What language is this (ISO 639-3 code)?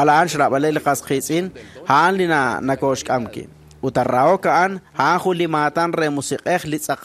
kek